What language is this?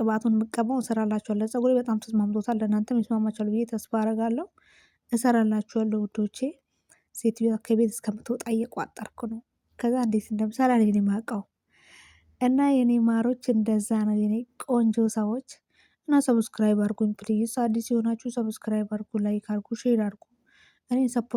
Amharic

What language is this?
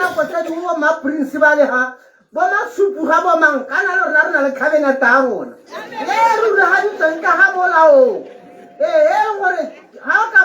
Tswana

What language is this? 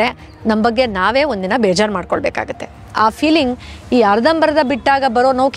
Kannada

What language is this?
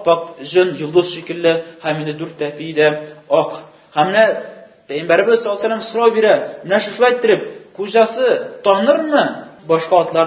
Tatar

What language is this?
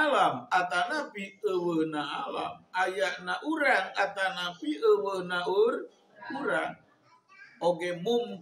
Sundanese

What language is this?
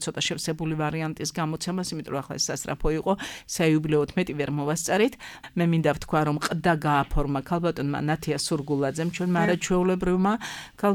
Georgian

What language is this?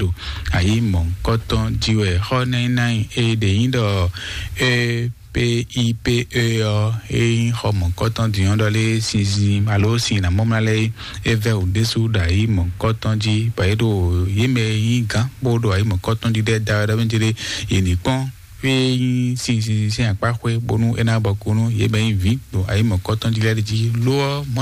Fon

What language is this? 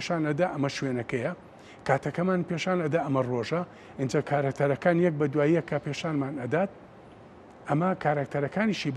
Central Kurdish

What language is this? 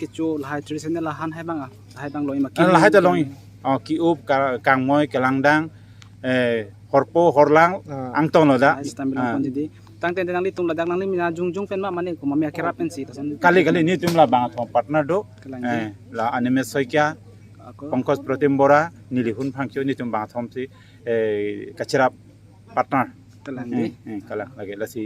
Karbi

